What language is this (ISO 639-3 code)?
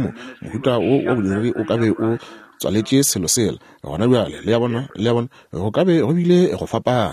nso